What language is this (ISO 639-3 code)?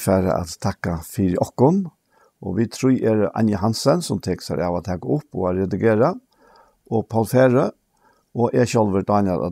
fao